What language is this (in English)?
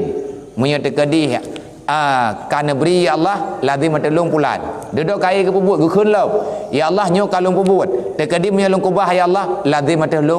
Achinese